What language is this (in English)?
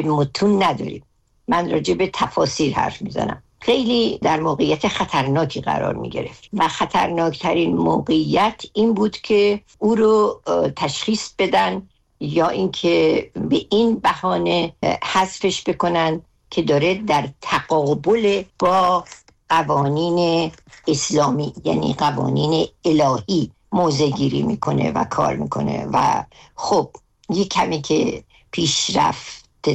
Persian